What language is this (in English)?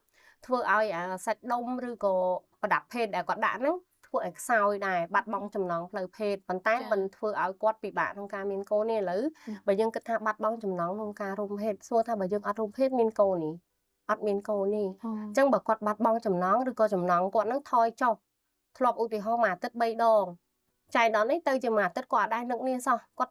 Khmer